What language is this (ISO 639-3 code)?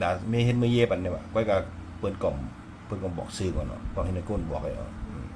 shn